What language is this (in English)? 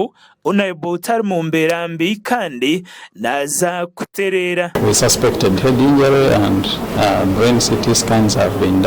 Nyankole